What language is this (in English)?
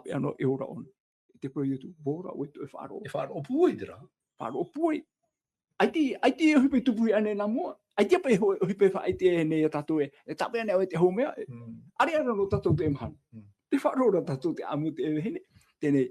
Tahitian